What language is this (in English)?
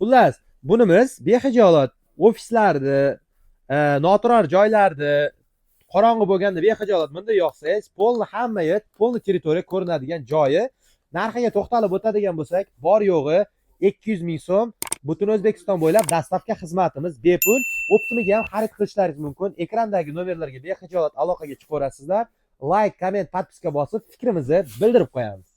Uzbek